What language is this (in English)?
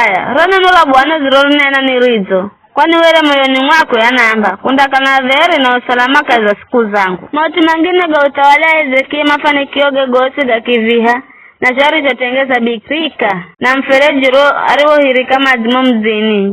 Giryama